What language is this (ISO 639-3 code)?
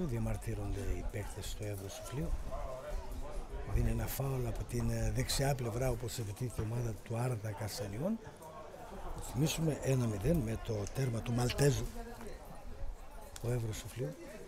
ell